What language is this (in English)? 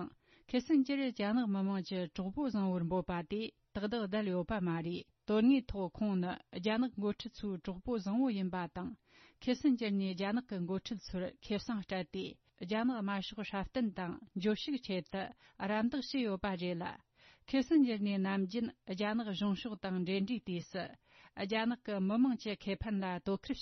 Tibetan